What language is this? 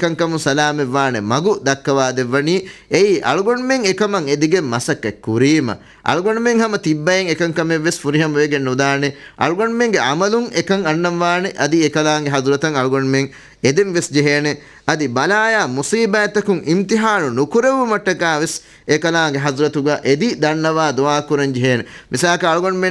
Divehi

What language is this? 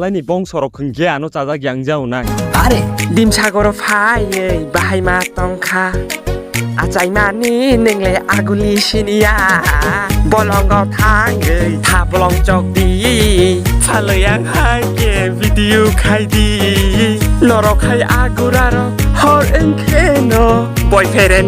Kok Borok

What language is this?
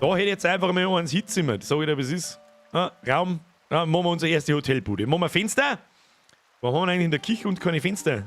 Bavarian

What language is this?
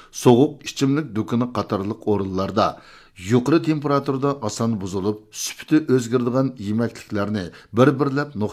Uyghur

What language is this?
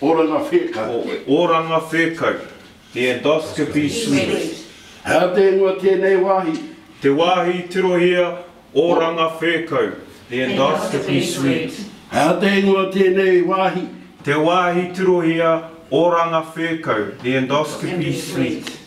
Māori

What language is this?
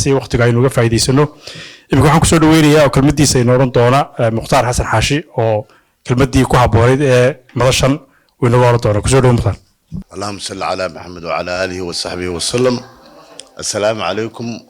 Somali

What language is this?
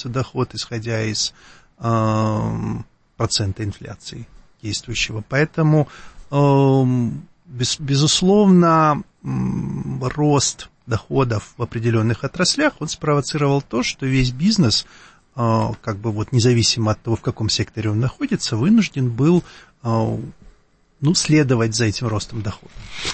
Russian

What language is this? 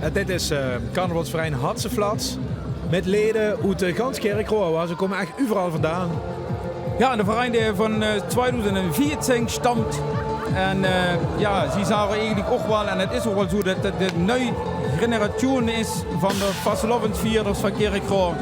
Limburgish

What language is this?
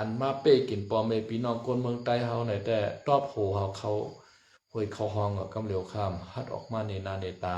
Shan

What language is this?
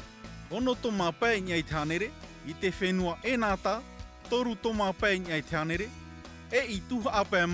Tahitian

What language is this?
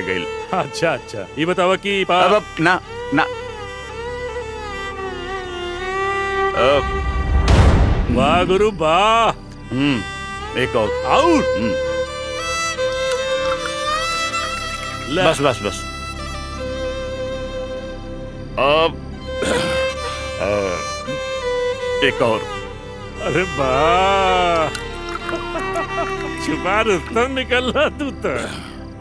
Bhojpuri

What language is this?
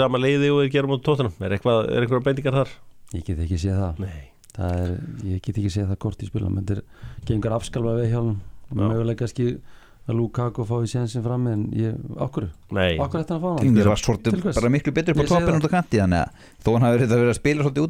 Icelandic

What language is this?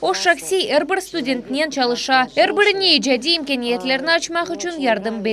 Crimean Tatar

